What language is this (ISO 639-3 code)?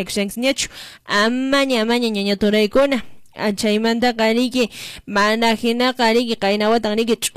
que